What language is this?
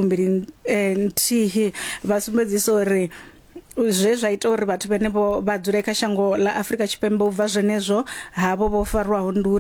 Venda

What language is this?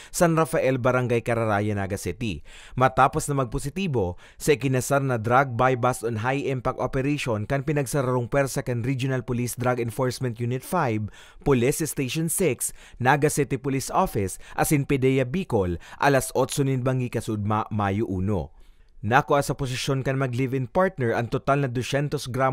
Bikol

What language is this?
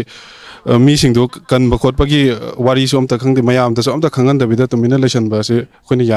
Manipuri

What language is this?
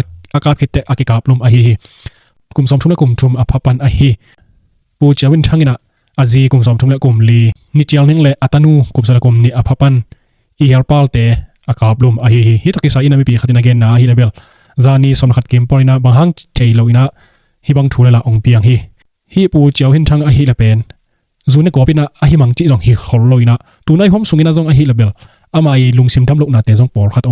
Tedim Chin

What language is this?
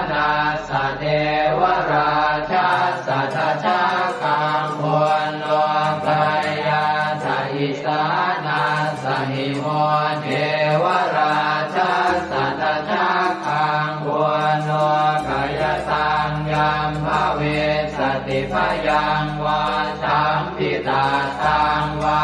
Pali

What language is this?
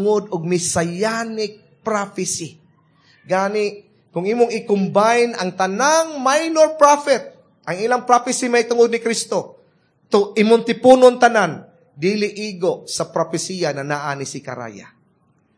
Cebuano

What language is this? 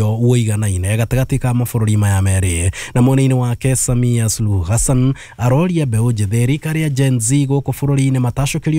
Kikuyu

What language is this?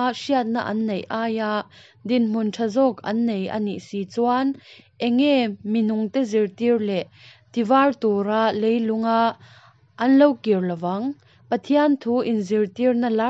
Mizo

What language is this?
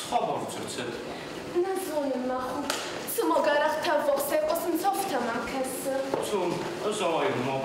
Ossetic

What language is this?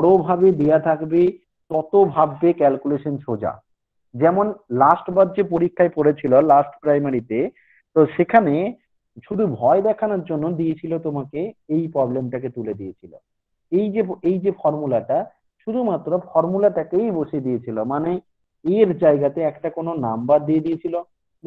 Bangla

